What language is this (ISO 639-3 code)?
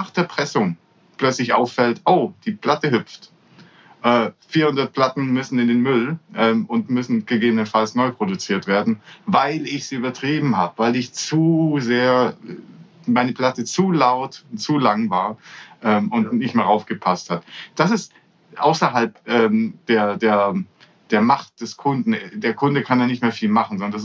deu